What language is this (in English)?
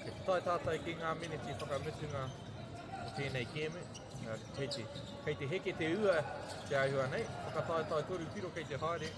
Māori